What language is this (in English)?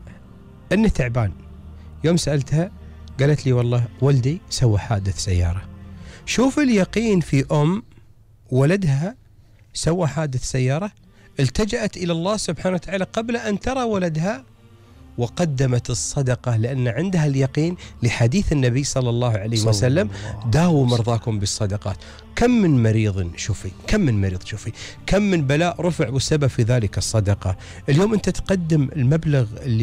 Gulf Arabic